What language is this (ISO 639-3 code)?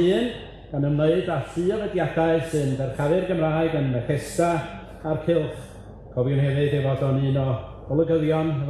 cym